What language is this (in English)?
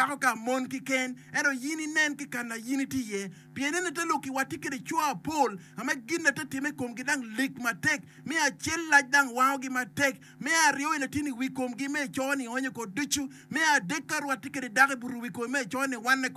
Acoli